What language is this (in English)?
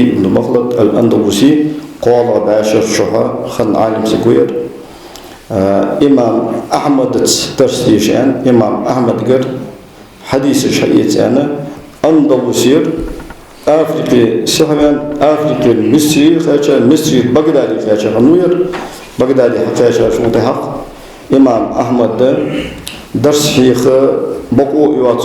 Ingush